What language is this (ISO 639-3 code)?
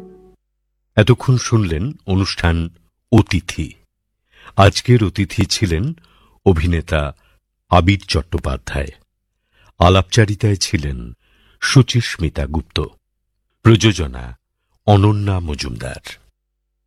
ben